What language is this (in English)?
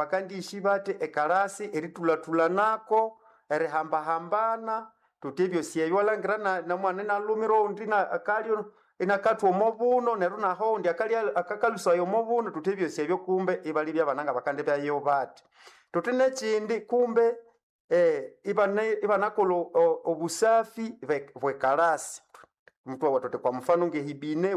Nande